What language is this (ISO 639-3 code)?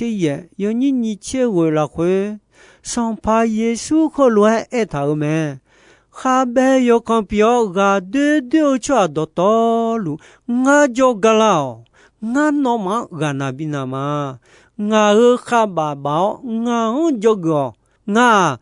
ahk